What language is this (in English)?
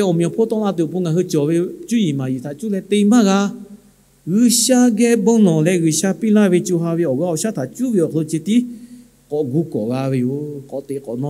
Lahu